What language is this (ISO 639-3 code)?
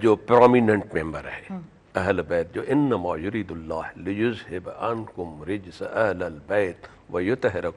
snd